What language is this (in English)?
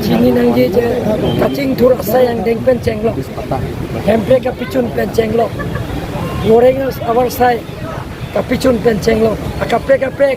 Karbi